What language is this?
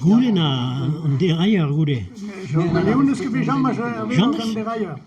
Breton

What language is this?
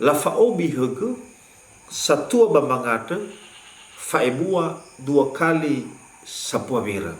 Nias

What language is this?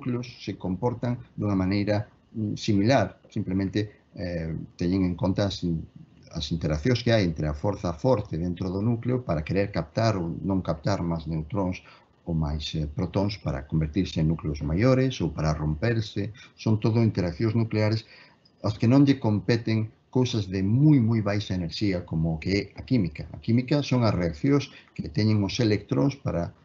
Galician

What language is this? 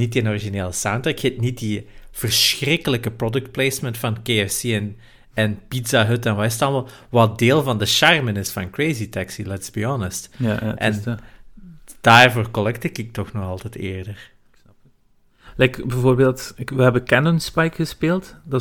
Dutch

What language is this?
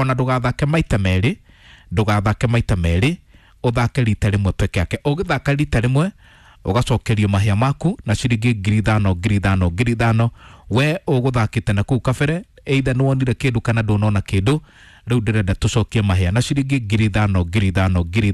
Kikuyu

